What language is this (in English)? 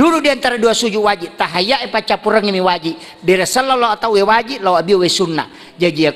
Buginese